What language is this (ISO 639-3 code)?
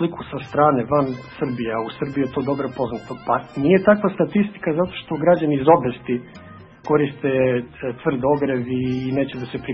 srp